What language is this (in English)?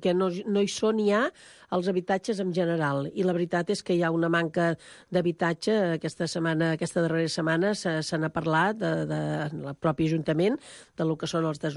Catalan